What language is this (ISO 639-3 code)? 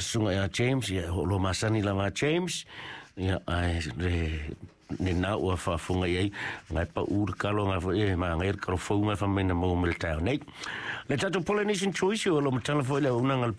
smo